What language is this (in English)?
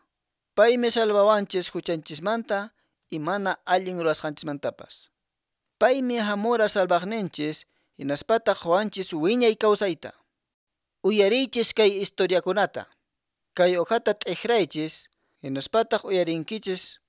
Quechua